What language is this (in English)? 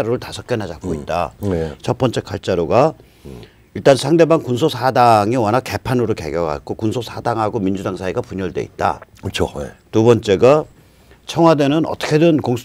Korean